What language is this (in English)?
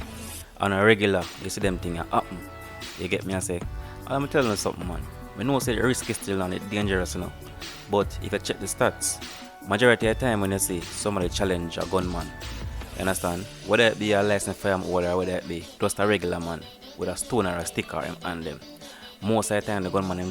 Jamaican Creole English